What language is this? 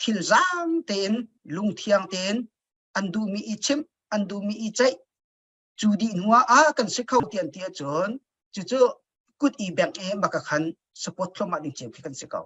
Hakha Chin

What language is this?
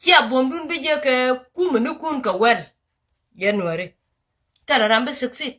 Nuer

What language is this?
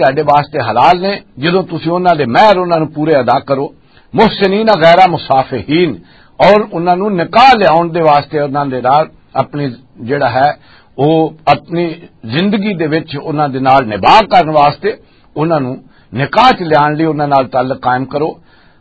Western Panjabi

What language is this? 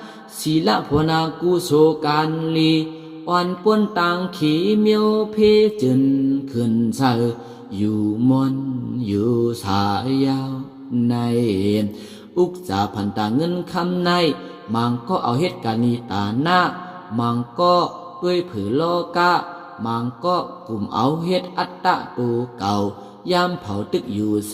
Shan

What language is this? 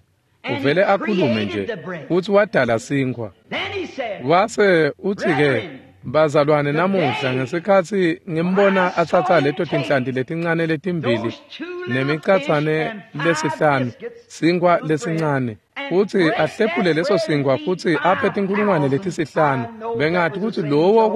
Swati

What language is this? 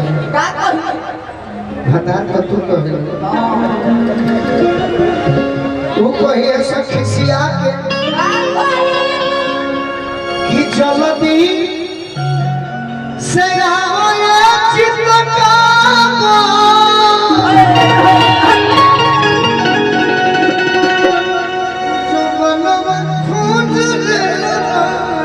Bhojpuri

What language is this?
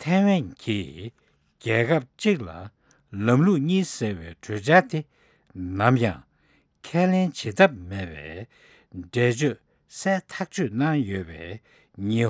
Tibetan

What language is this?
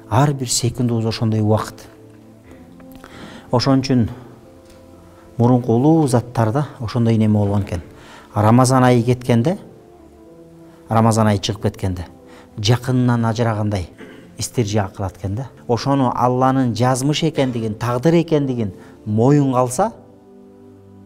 Kyrgyz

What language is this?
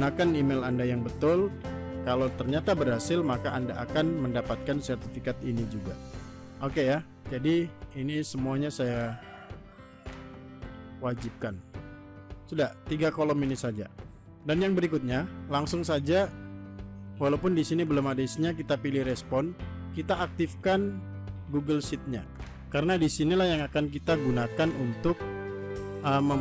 Indonesian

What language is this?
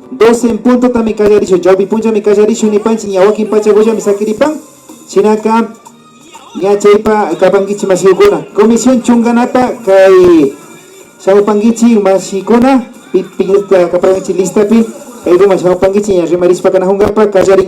Imbabura Highland Quichua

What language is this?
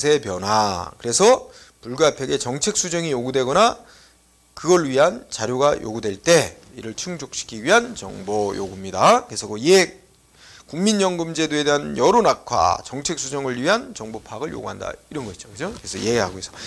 Korean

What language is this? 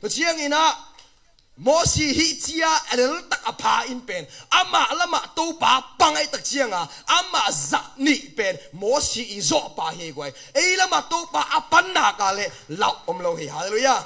Tedim Chin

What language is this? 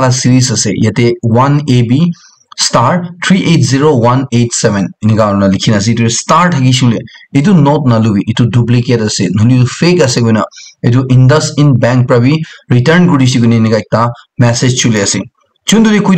Naga Pidgin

